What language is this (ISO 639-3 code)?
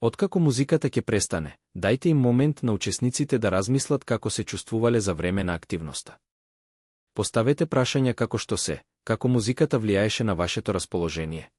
mkd